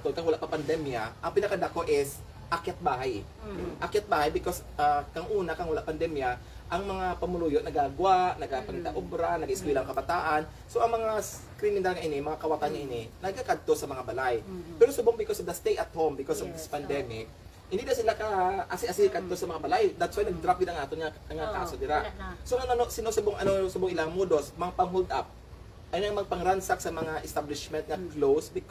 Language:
Hiligaynon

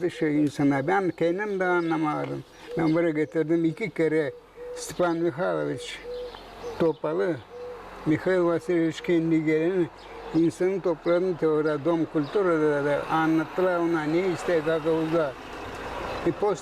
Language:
Gagauz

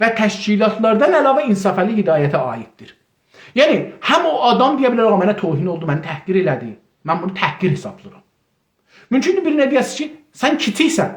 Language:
South Azerbaijani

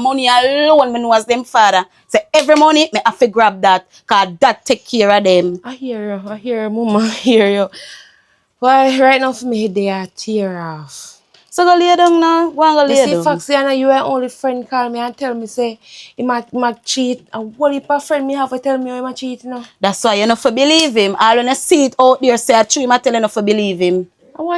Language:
Jamaican Creole English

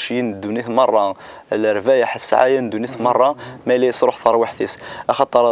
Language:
Kabyle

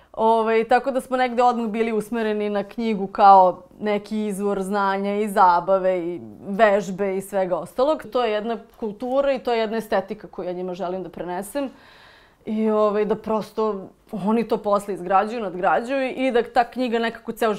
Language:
Serbian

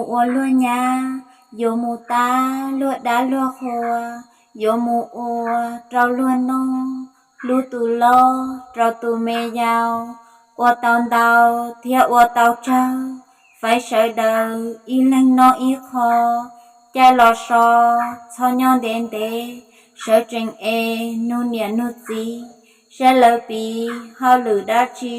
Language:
Hmong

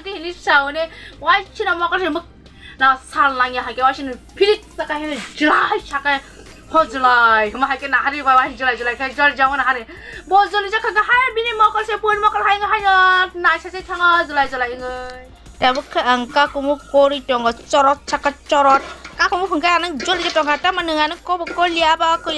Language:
Kok Borok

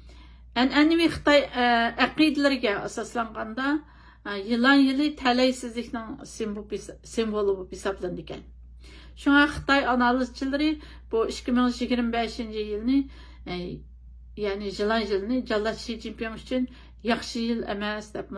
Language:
Uyghur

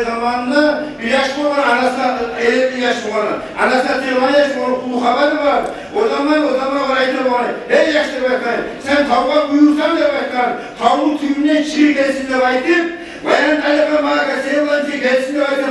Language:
Kumyk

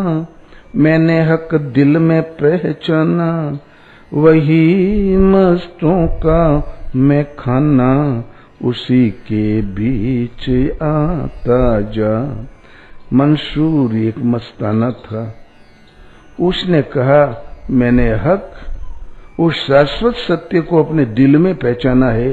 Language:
Hindi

